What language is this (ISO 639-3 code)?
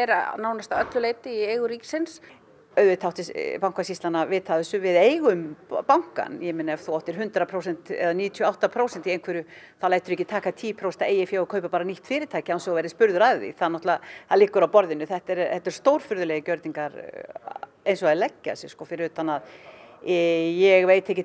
isl